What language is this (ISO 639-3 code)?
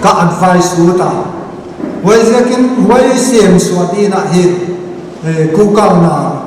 pck